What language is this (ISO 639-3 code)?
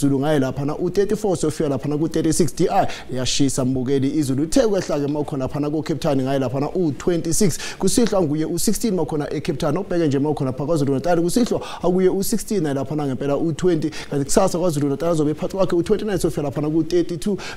zul